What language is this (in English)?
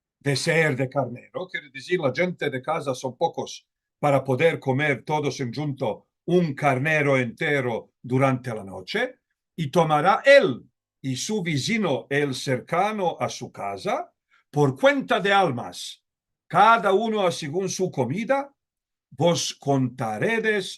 Ladino